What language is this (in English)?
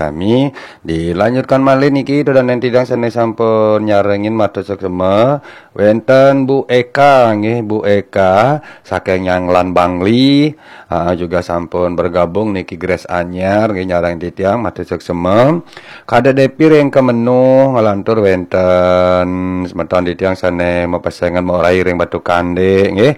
Balinese